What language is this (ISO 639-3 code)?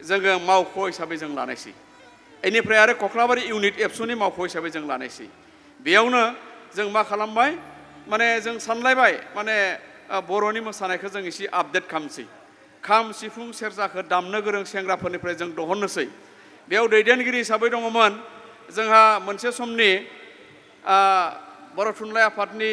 brx